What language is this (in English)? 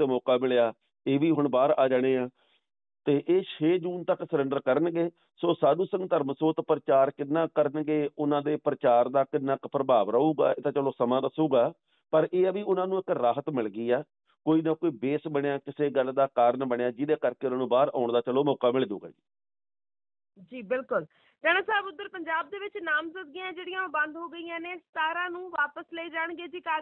Punjabi